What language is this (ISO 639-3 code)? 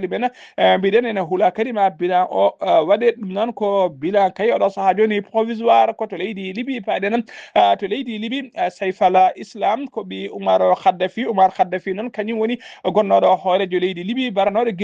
ful